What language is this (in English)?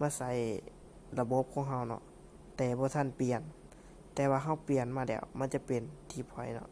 Lao